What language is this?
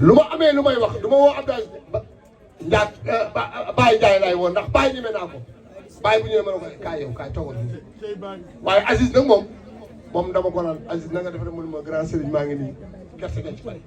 Wolof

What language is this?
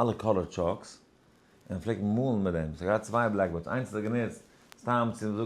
Yiddish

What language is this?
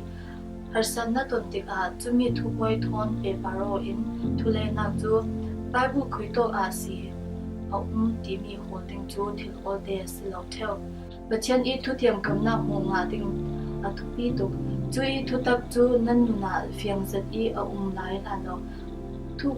Falam Chin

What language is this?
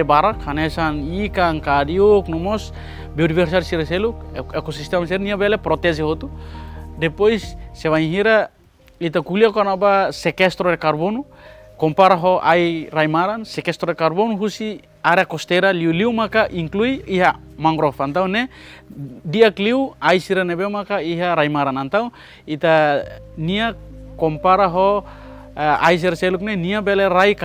Tetum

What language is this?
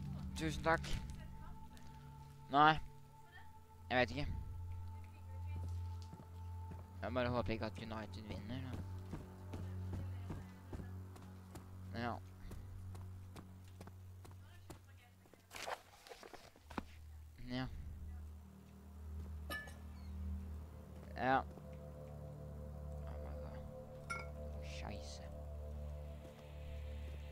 Norwegian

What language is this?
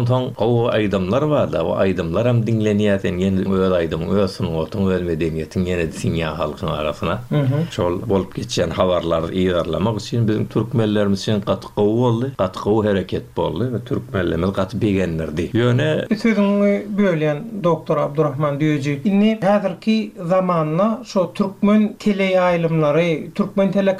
Turkmen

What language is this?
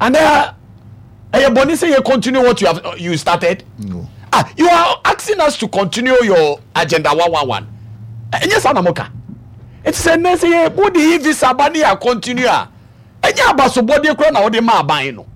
Akan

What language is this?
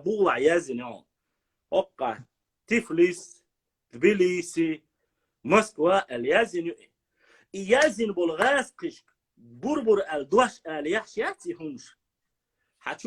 Chechen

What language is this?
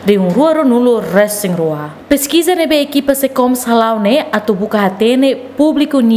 Tetum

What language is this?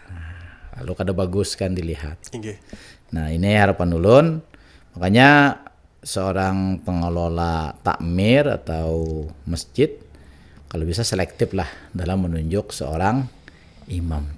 Banjar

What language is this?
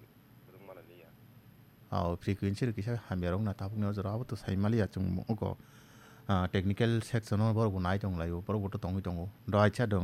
Kok Borok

